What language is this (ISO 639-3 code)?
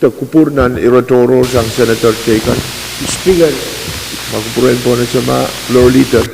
pon